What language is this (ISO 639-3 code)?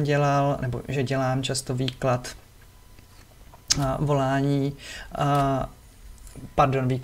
ces